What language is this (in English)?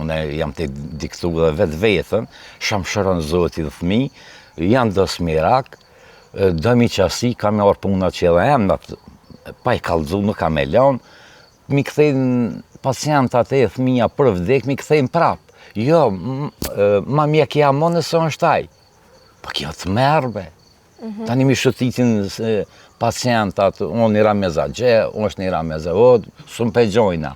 Albanian